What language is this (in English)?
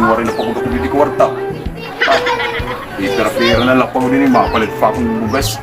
Waray